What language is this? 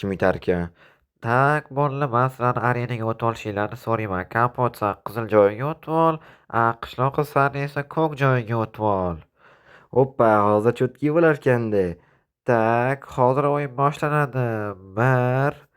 Uzbek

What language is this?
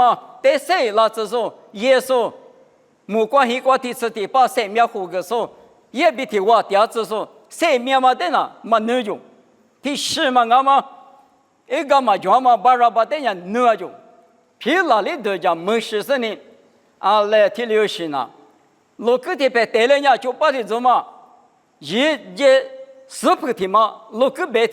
Lisu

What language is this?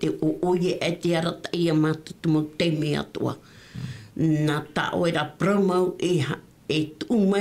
Tahitian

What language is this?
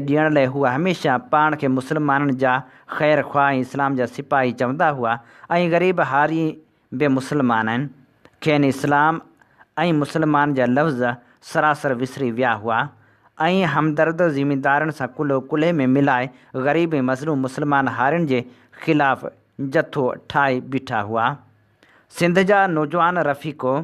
Sindhi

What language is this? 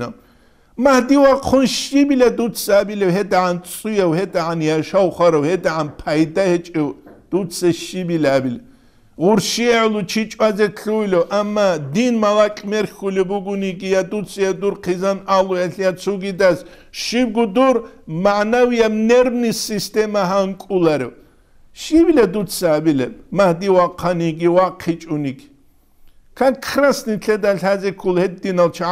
Avaric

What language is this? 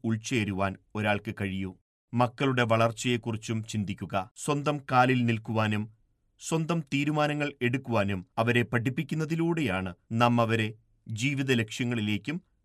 Malayalam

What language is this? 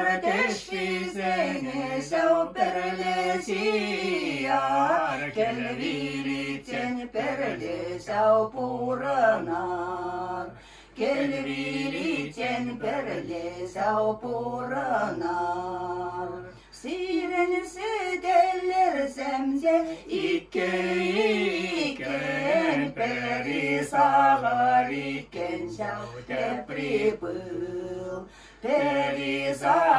Chuvash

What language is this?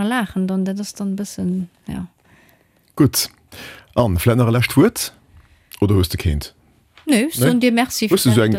Luxembourgish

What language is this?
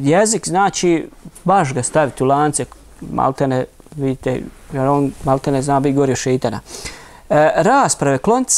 Bosnian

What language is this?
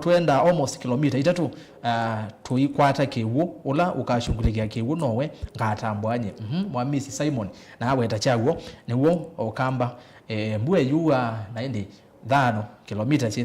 Kamba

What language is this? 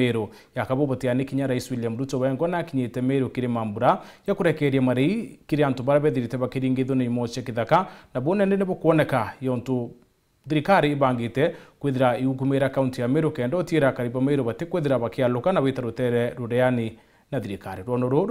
Meru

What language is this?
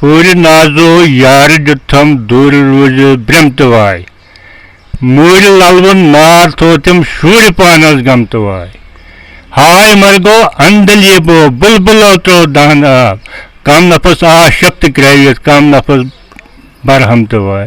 Kashmiri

